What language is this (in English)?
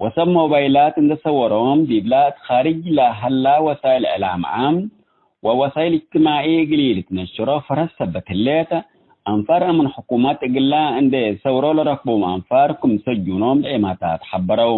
Tigre